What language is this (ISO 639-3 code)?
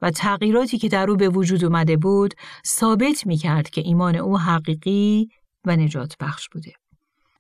fas